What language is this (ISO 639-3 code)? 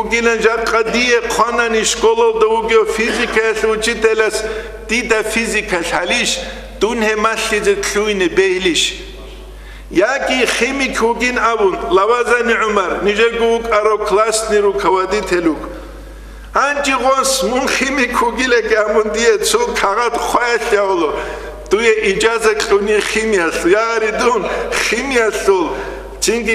ava